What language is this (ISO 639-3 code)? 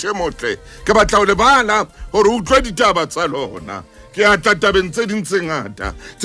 sot